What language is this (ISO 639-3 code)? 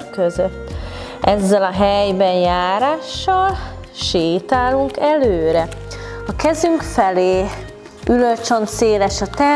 hun